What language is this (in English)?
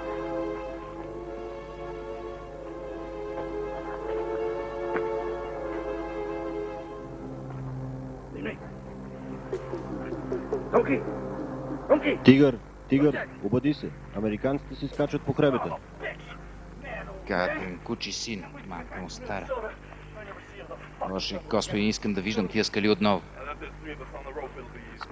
Bulgarian